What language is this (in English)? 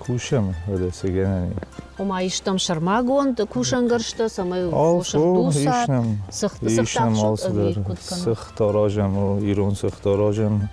Ossetic